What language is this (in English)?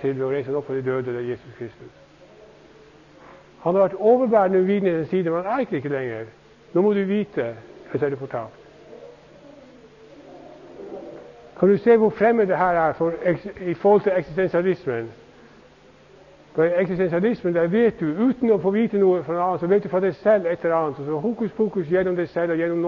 Norwegian